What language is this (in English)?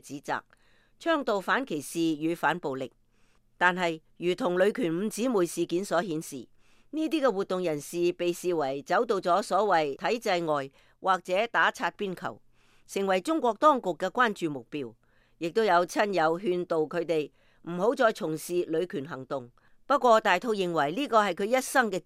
Cantonese